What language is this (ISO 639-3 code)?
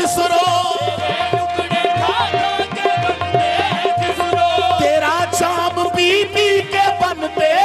hin